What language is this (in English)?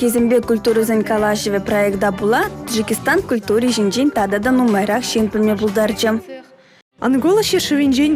Chuvash